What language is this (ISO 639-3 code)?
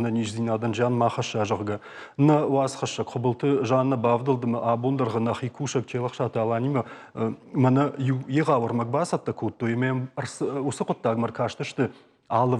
oss